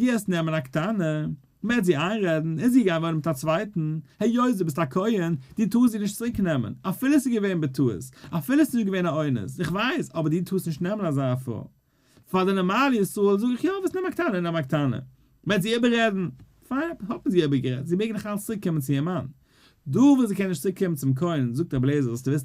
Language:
Yiddish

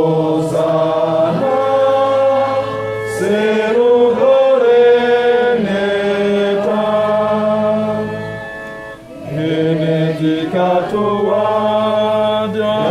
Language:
Basque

